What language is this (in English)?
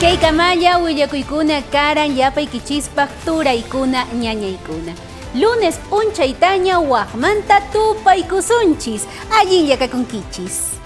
Quechua